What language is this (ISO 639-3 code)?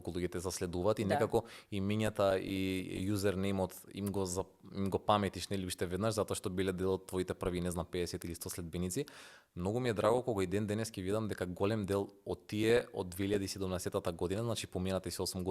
mkd